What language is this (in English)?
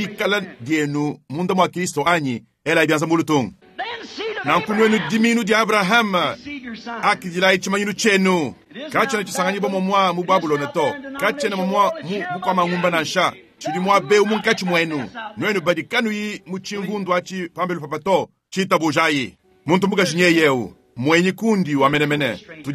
Luba-Lulua